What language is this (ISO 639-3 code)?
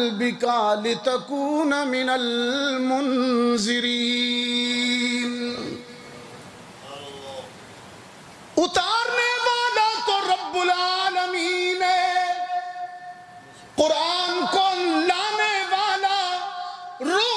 urd